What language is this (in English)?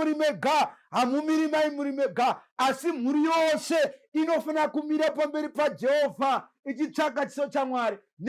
Shona